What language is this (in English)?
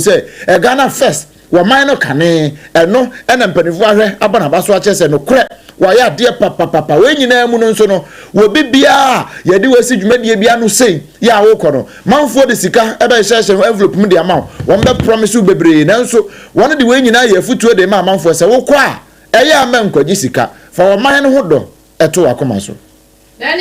Akan